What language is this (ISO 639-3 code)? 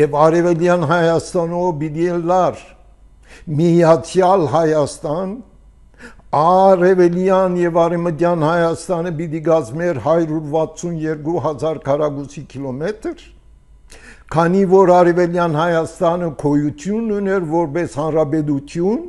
hye